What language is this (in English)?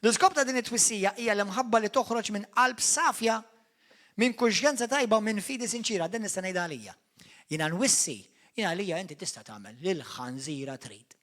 Maltese